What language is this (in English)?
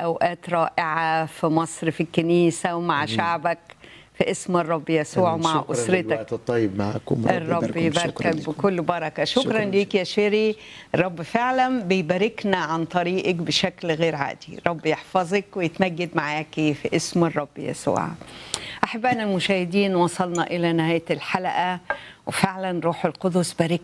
Egyptian Arabic